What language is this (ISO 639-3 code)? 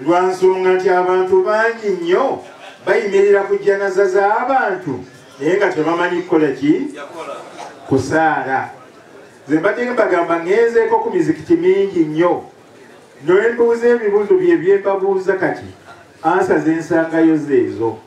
lug